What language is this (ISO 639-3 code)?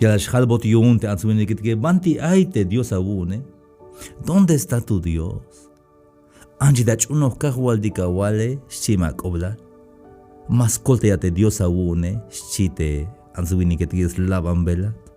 tzh